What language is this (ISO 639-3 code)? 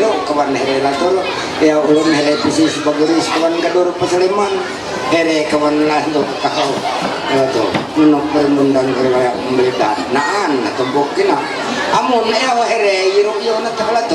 mhy